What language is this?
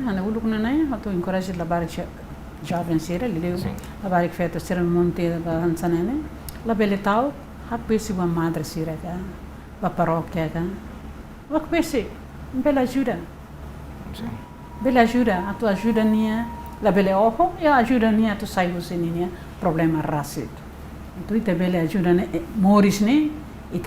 Tetum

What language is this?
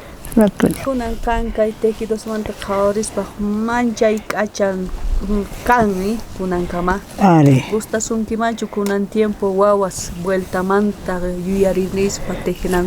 South Bolivian Quechua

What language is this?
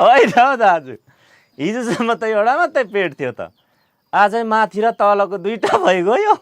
Nepali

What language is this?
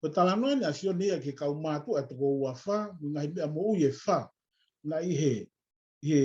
Tongan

